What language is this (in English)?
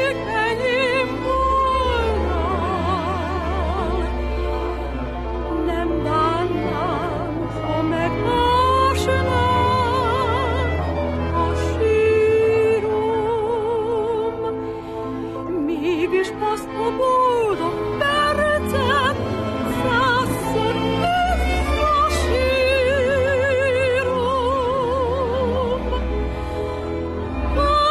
Hungarian